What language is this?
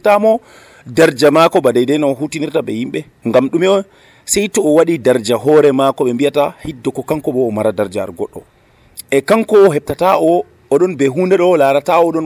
Nigerian Fulfulde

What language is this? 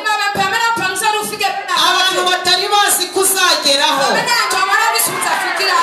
Kinyarwanda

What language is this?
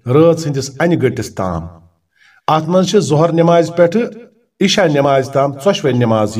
Kashmiri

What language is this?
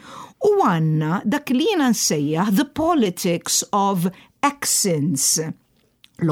Maltese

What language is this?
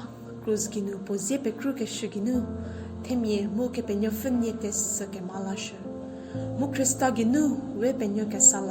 Angami Naga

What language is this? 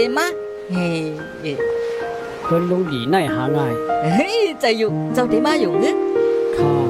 Shan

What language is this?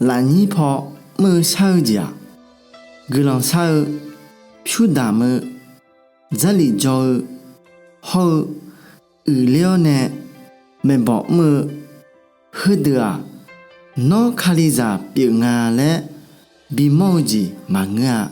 Akha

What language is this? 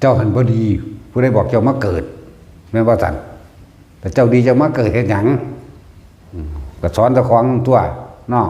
Northeastern Thai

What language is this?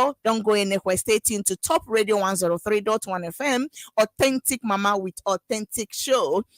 Ewe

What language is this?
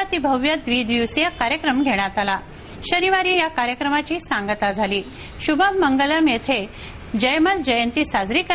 Marathi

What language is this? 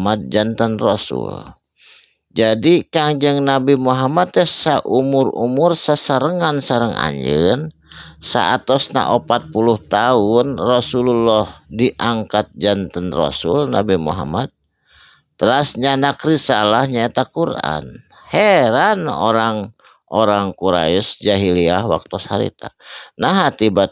Sundanese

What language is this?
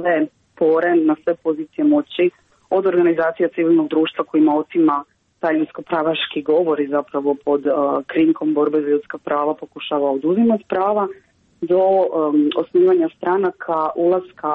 Croatian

